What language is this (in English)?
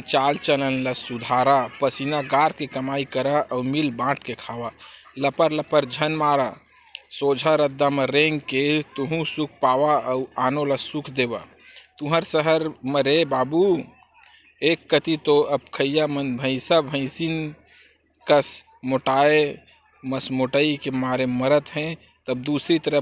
Chhattisgarhi